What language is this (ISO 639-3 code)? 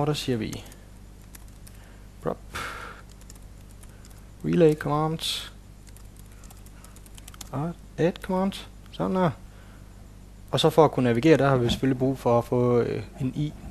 dan